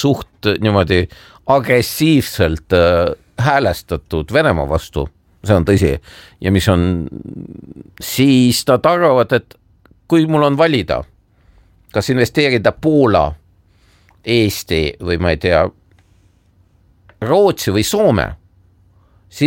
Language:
Estonian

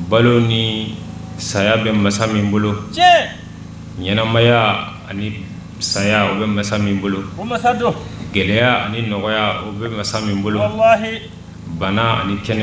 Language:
Bambara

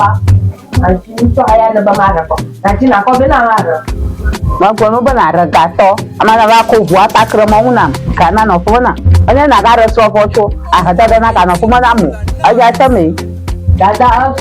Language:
Ewe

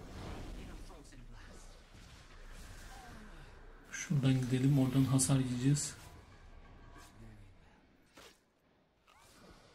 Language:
Turkish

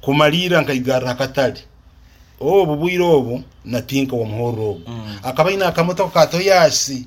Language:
Nyoro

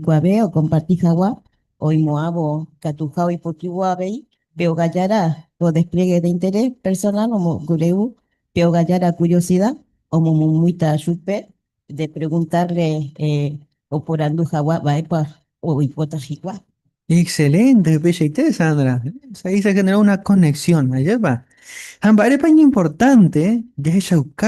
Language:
Guarani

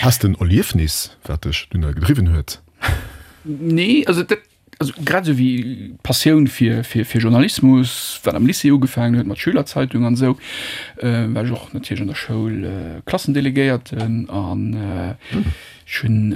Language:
Luxembourgish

